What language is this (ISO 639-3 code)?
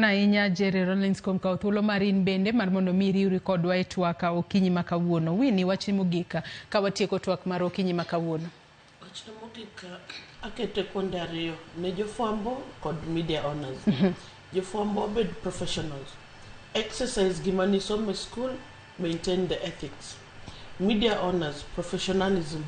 luo